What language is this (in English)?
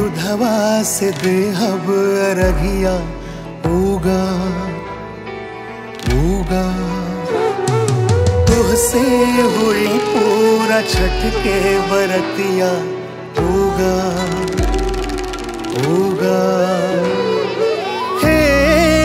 Bhojpuri